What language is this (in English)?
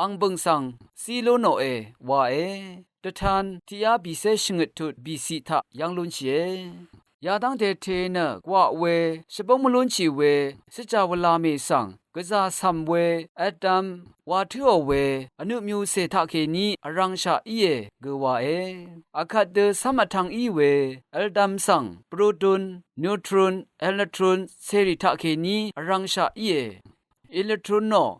Rawang